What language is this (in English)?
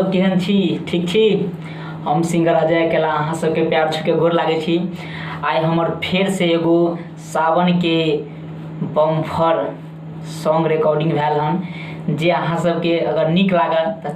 Maithili